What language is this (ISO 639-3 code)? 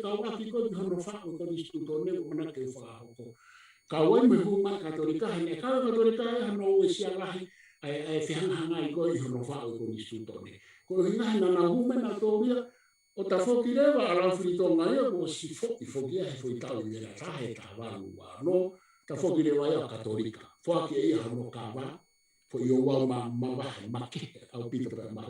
ton